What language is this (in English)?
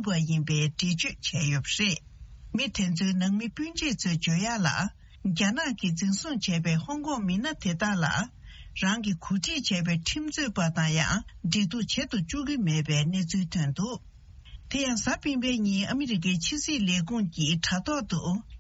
Tibetan